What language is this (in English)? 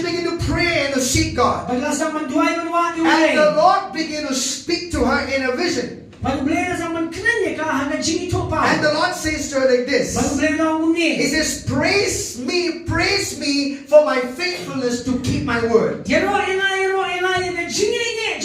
Khasi